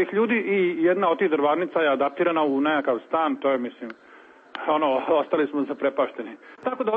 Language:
Serbian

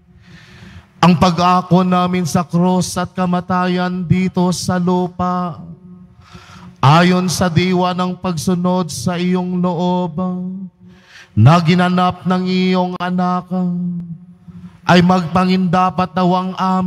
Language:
Filipino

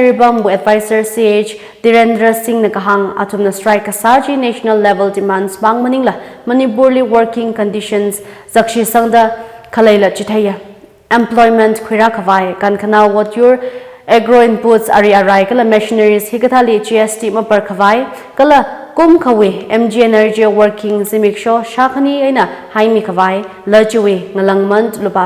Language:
Tangkhul Naga (India)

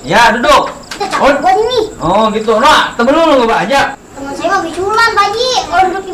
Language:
Betawi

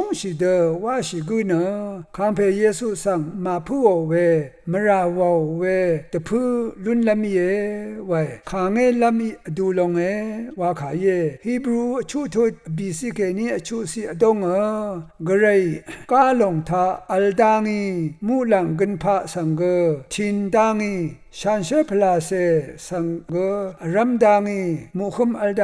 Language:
Rawang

